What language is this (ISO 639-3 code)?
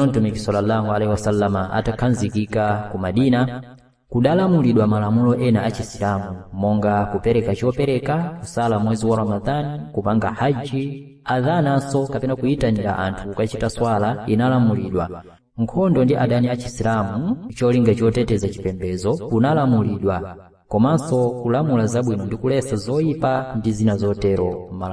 nya